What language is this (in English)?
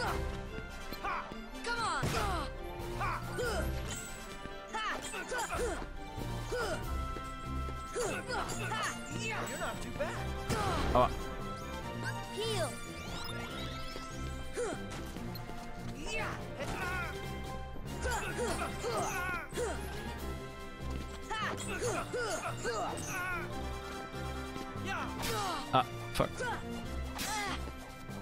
German